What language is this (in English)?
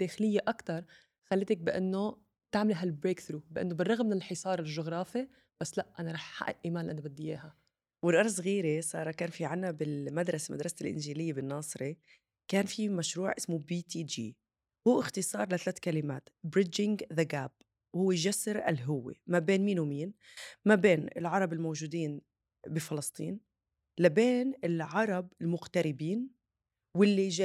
North Levantine Arabic